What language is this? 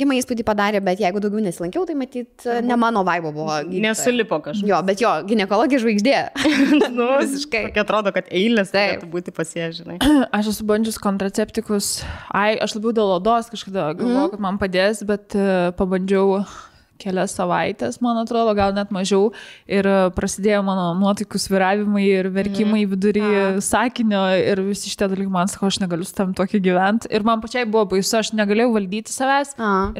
Lithuanian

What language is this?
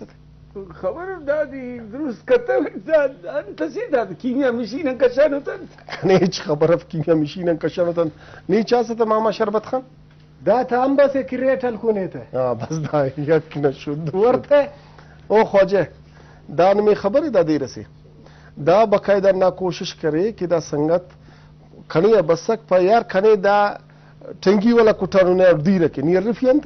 Brahui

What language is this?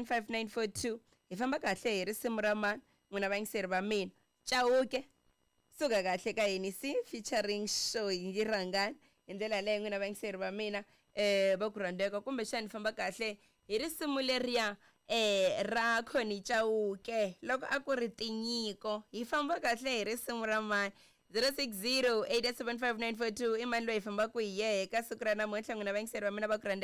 Tsonga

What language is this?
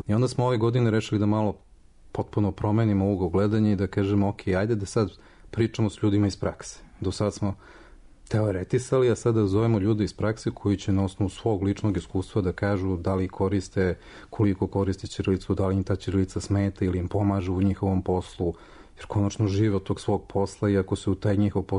Serbian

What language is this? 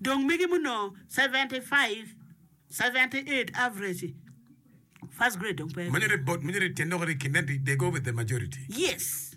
Acoli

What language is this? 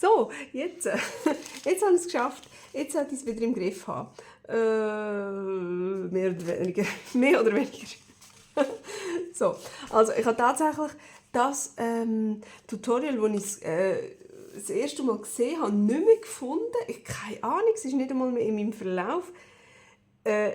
Swiss German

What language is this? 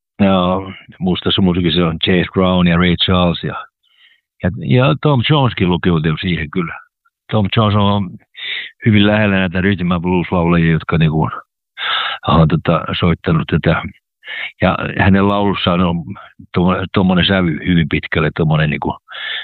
Finnish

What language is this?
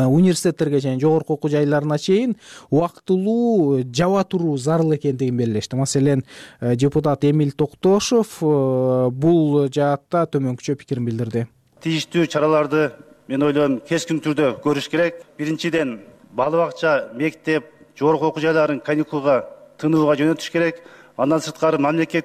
Kyrgyz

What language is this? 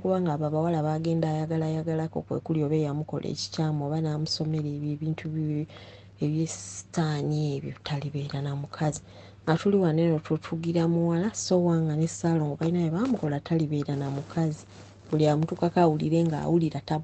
Ganda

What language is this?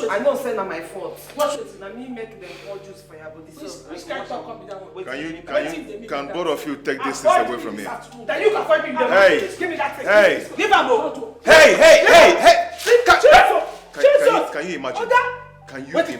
Nigerian Pidgin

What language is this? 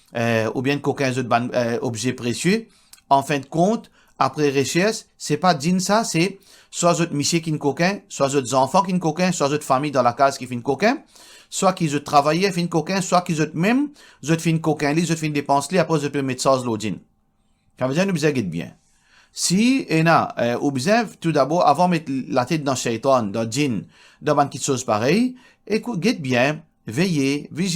Morisyen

